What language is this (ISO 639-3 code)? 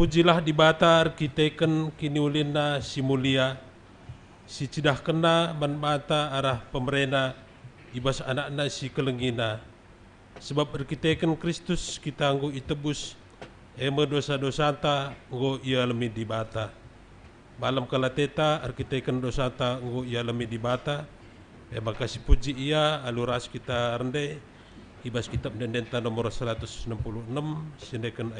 btx